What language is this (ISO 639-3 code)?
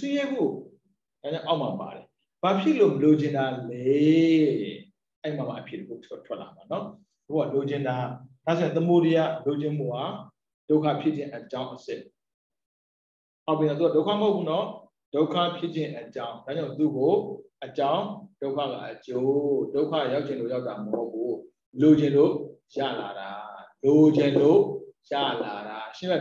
mya